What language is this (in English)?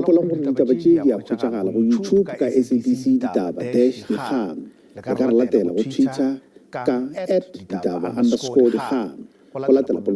Northern Sotho